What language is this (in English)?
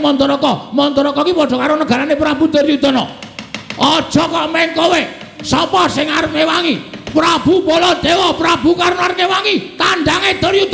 Javanese